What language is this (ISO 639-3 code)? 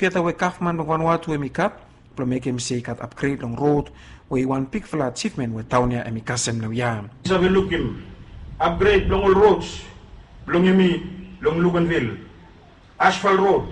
bis